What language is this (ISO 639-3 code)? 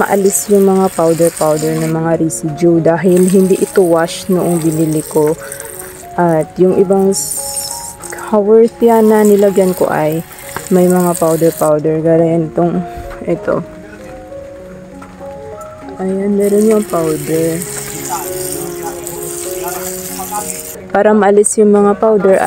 fil